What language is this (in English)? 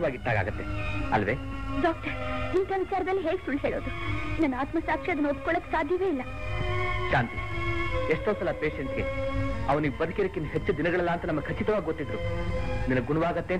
Kannada